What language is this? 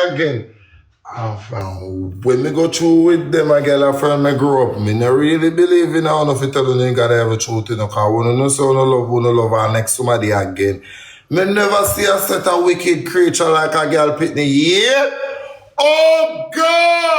Jamaican Creole English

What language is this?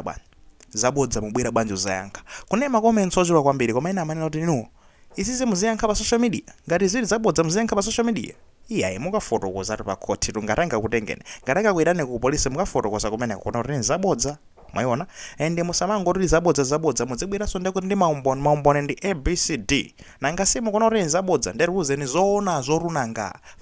Nyanja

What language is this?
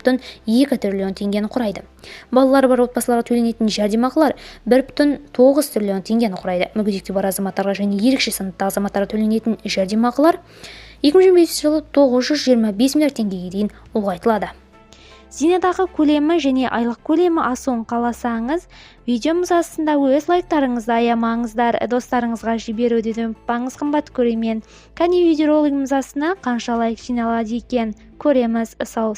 Kazakh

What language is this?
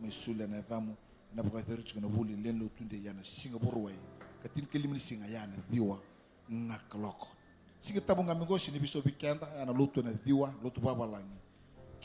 Fijian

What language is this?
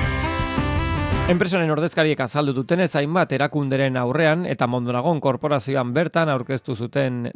Basque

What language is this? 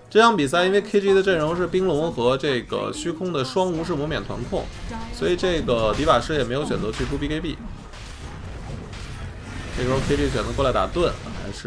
Chinese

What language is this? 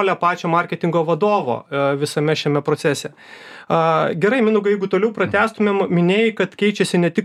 Lithuanian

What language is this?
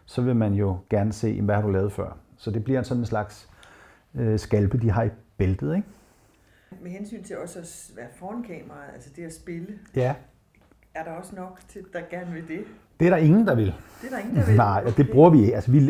Danish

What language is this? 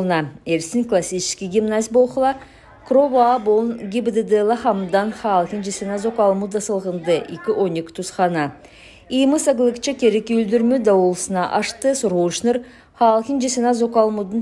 Kalmyk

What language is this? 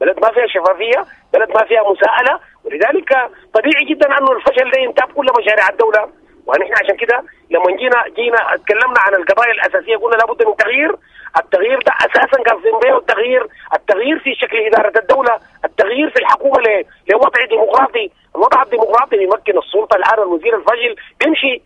Sudanese Arabic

